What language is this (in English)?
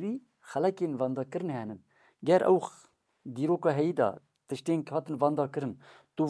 Kurdish